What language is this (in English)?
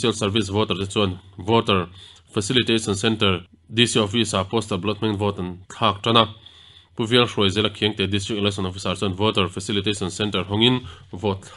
Mizo